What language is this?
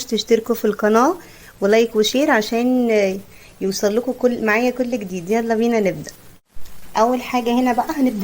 Egyptian Arabic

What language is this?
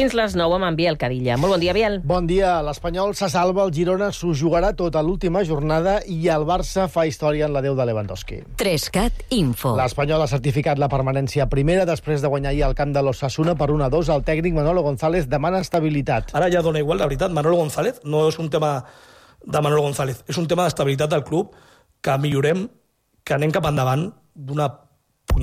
Catalan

